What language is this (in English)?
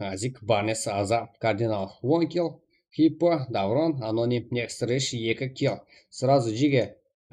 Kara-Kalpak